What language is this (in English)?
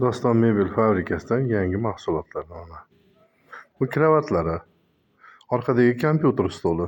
Uzbek